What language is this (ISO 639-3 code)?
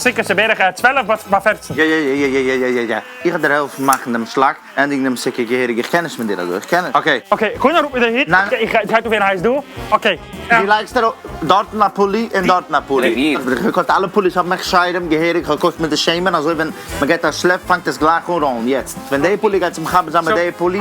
yid